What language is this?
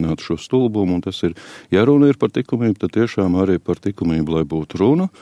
Latvian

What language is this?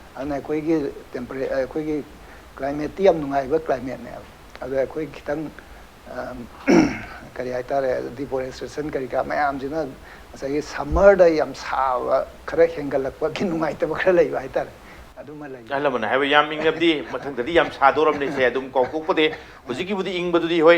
Manipuri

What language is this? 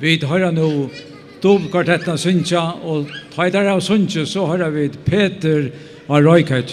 Faroese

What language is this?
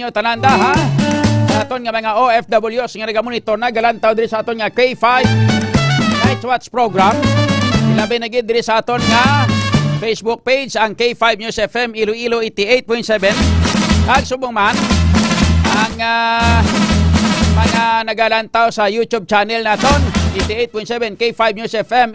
Hiligaynon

